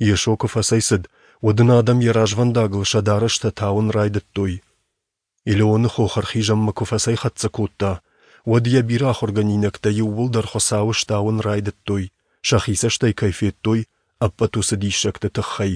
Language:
Ossetic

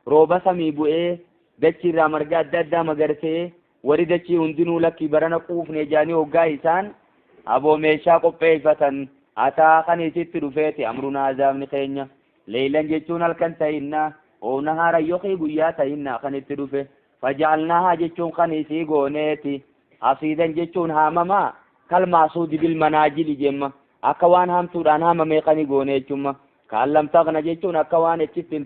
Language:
Oromo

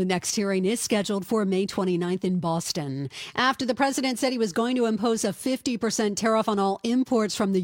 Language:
English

